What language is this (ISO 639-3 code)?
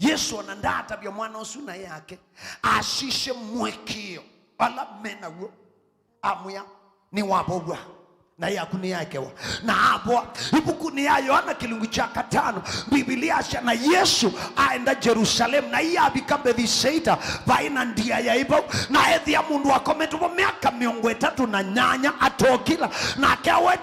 kam